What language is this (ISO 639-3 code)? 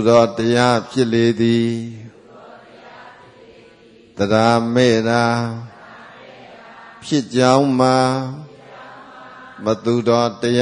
mya